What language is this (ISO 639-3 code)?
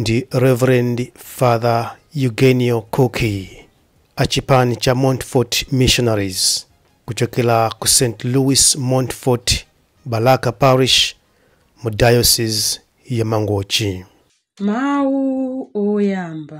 nya